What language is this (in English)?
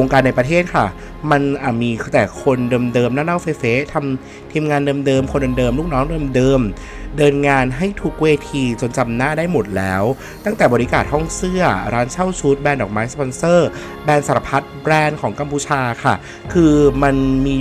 Thai